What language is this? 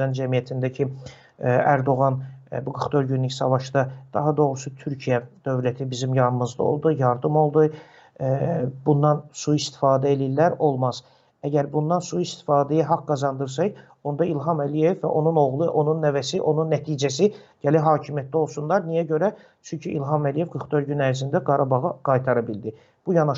Azerbaijani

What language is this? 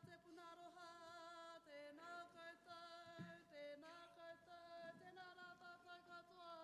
Māori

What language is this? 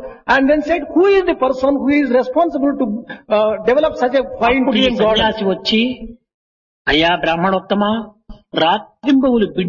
Telugu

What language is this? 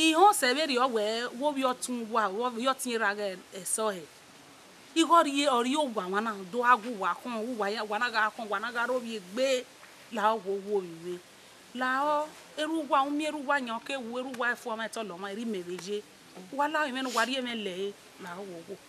Bini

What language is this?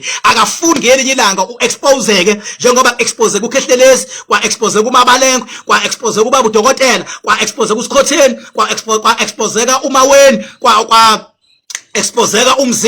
Zulu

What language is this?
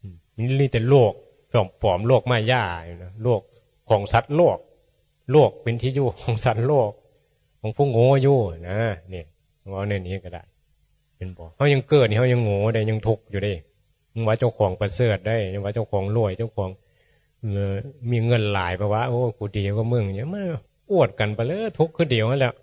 Northeastern Thai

